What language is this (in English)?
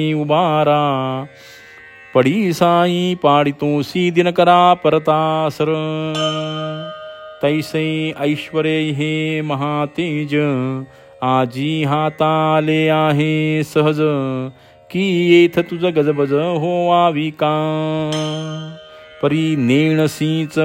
Marathi